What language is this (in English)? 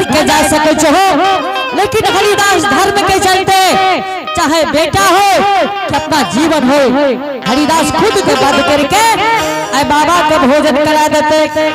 Angika